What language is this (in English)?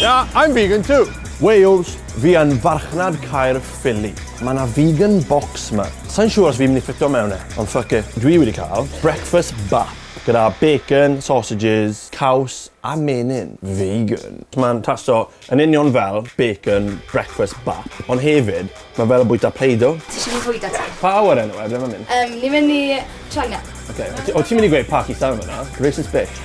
Welsh